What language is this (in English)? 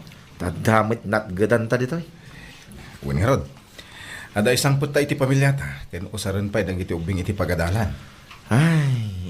Iloko